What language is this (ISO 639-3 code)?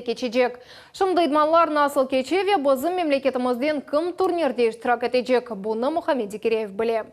crh